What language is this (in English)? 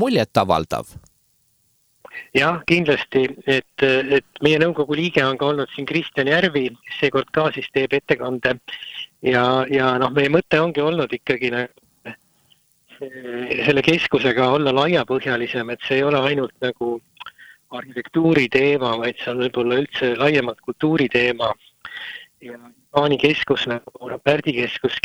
Estonian